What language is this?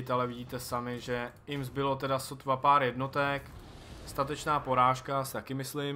Czech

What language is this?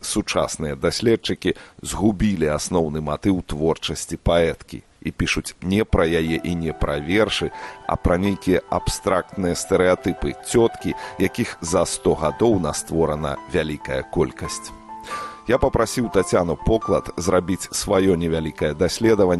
Belarusian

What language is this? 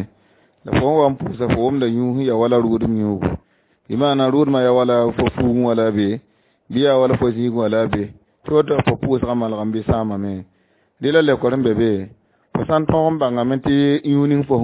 Mossi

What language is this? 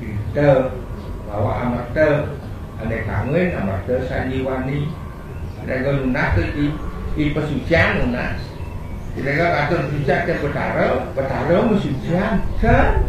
Balinese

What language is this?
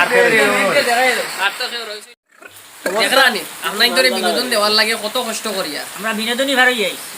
Sylheti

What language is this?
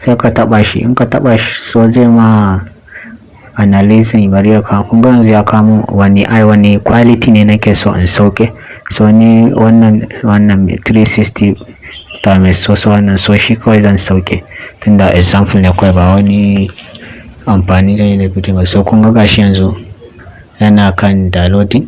Hausa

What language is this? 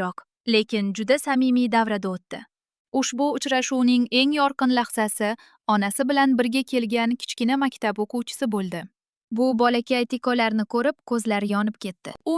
Uzbek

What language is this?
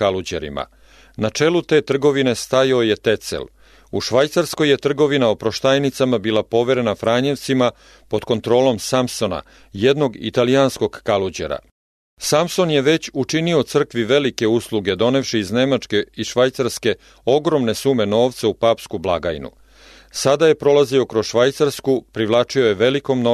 Serbian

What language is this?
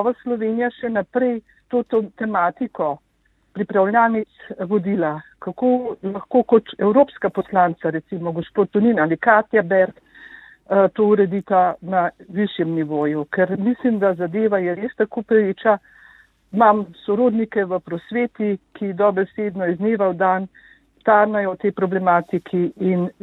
Slovenian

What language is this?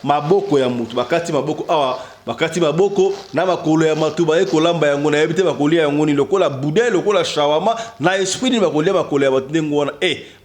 Lingala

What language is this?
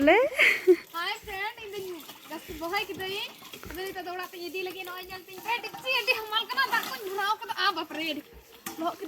Santali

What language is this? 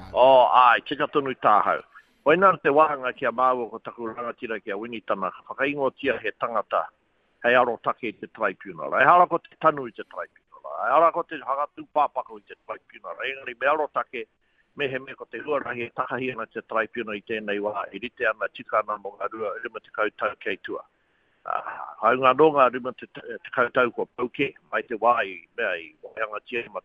Māori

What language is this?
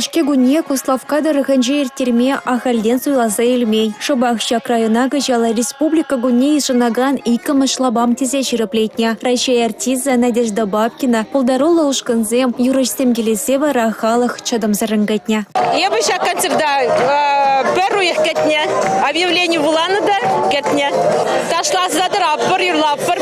Chuvash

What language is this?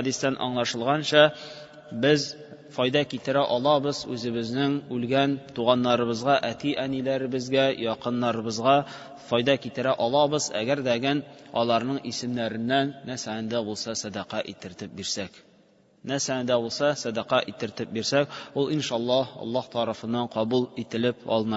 Tatar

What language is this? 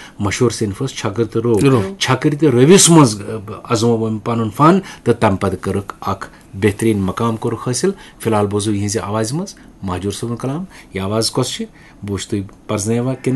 Kashmiri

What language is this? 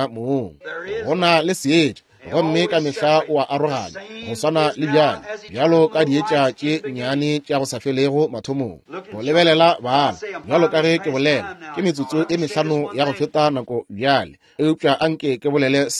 Northern Sotho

